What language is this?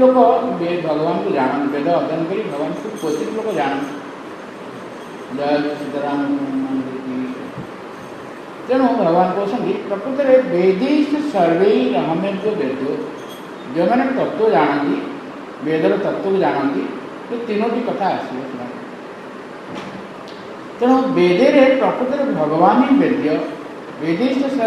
Odia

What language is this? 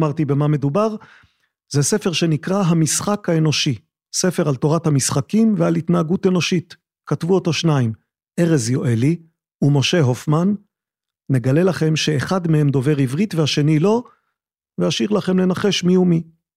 Hebrew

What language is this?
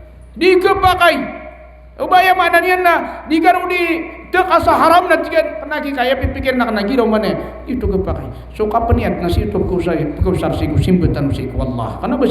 Maranao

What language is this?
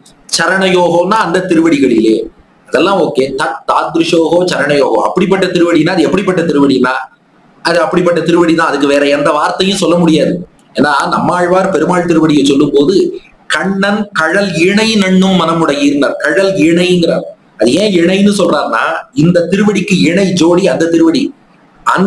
Tamil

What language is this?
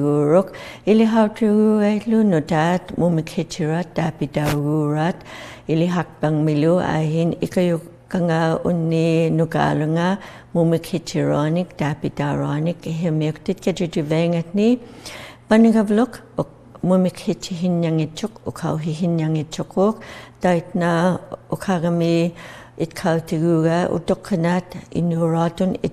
Inuktitut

